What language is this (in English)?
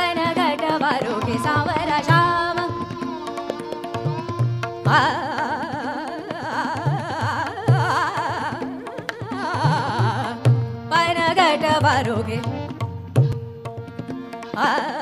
Hindi